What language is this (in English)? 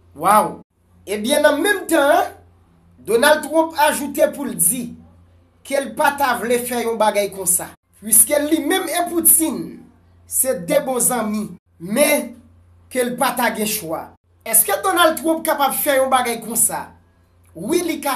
Haitian Creole